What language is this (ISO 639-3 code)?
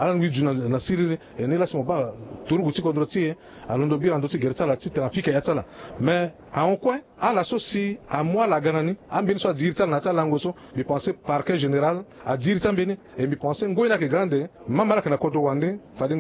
sag